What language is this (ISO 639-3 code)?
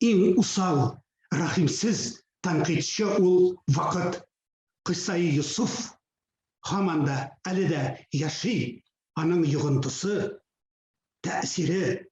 tat